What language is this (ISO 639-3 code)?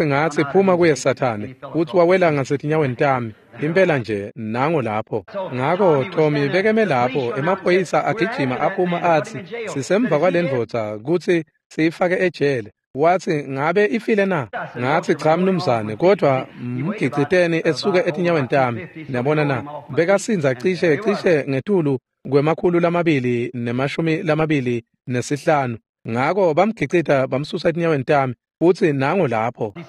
ssw